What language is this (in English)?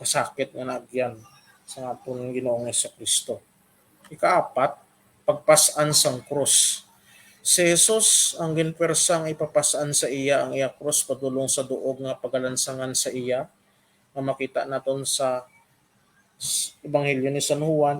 Hiligaynon